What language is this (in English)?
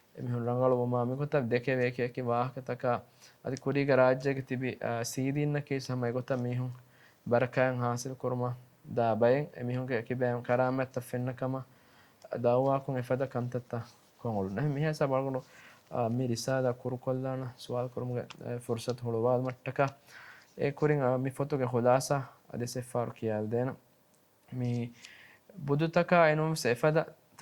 Divehi